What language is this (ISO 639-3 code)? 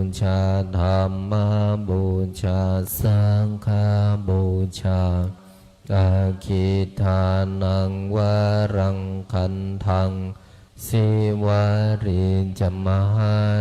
pli